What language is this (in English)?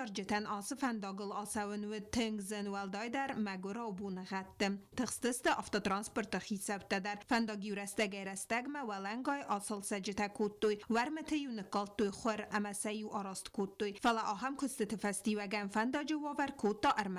Ossetic